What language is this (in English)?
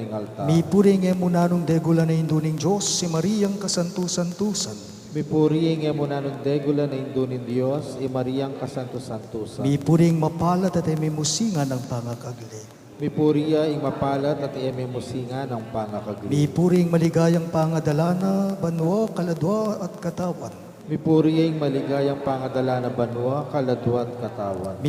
Pampanga